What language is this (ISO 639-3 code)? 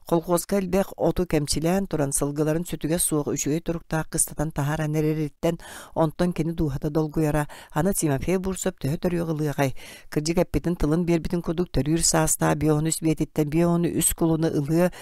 sah